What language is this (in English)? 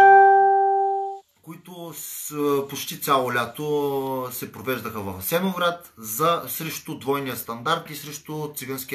Bulgarian